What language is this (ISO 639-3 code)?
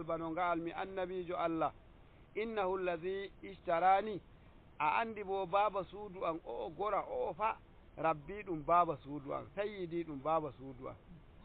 fuv